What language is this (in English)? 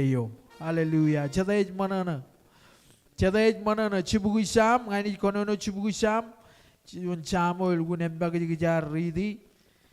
Marshallese